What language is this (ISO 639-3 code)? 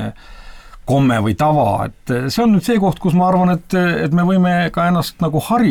est